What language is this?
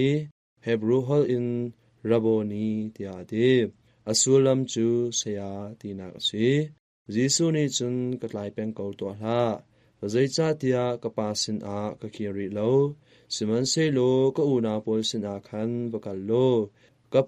Hakha Chin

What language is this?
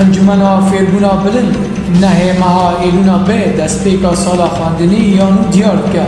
Kurdish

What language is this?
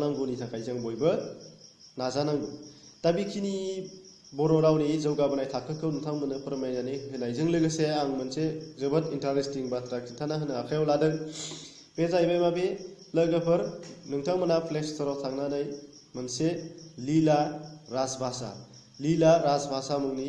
Bodo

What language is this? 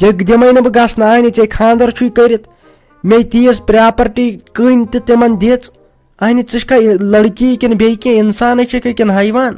Kashmiri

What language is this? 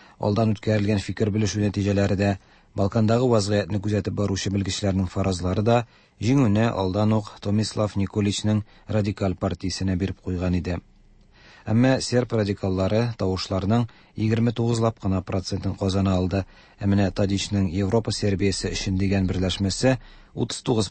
Tatar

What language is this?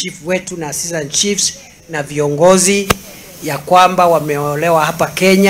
Kikuyu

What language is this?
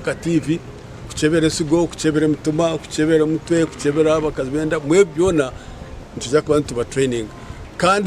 Nyankole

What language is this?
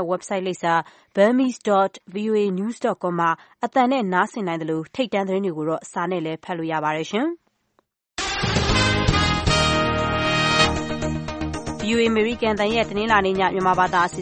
Burmese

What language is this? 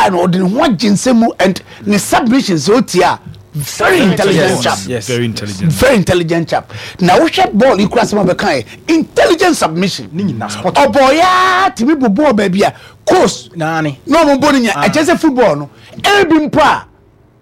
Akan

